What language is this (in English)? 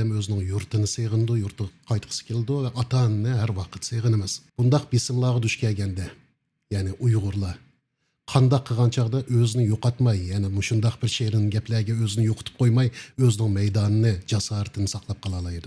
Uyghur